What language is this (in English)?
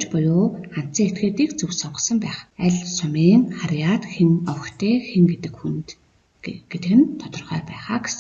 Mongolian